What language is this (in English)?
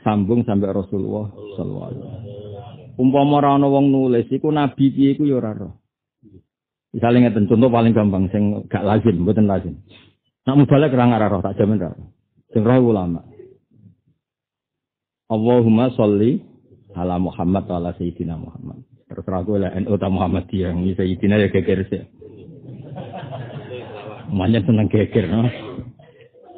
Javanese